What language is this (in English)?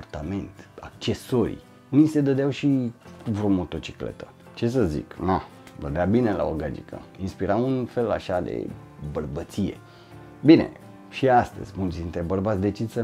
Romanian